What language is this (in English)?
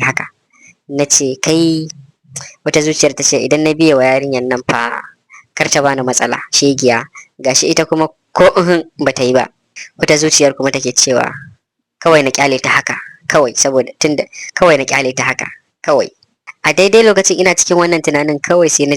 Hausa